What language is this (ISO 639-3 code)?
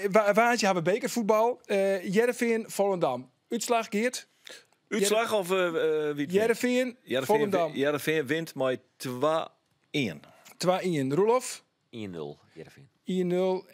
fry